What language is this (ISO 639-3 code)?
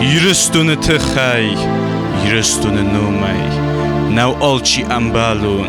oss